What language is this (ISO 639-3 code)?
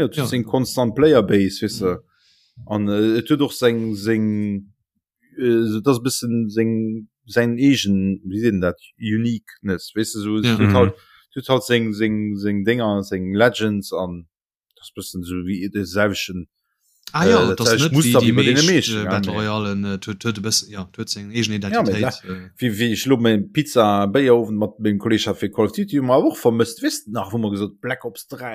ltz